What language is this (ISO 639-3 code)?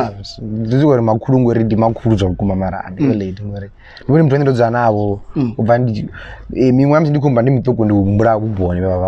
ven